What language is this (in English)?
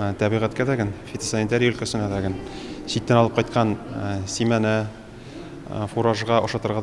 Tatar